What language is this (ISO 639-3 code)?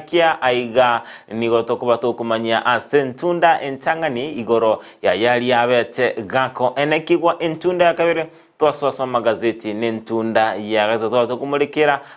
guz